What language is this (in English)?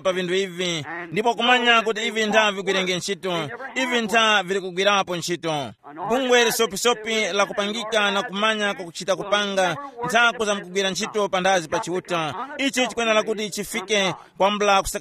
Tumbuka